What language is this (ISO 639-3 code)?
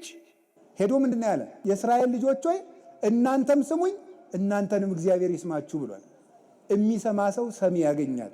amh